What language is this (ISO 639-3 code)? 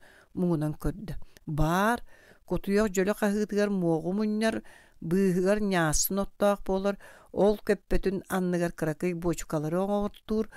sah